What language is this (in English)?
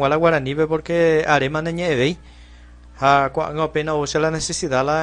Guarani